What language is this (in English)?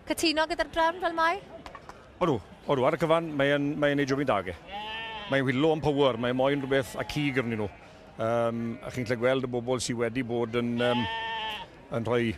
Welsh